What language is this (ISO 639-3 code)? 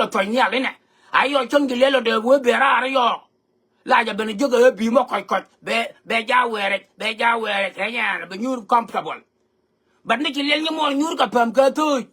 nus